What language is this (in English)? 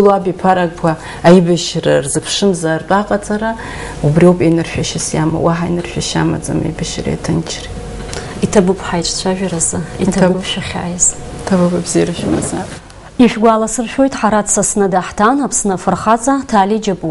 Abkhazian